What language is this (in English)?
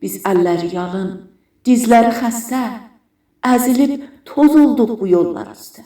South Azerbaijani